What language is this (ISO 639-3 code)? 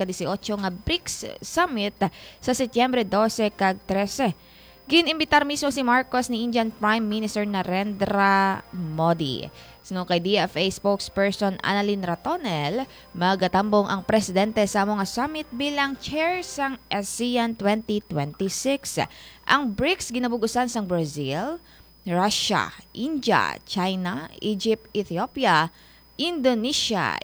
hil